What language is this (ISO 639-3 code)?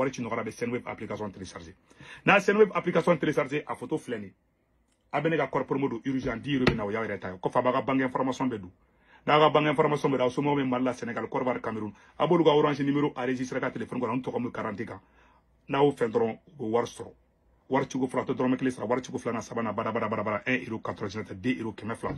bam